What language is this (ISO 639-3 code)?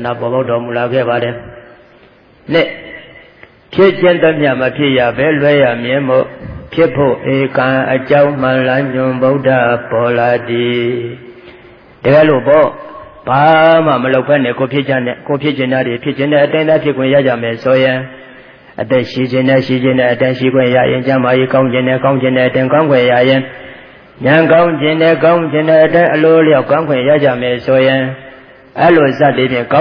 mya